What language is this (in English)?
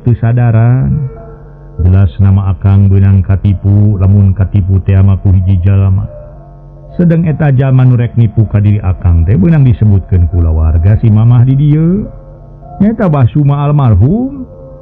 Sundanese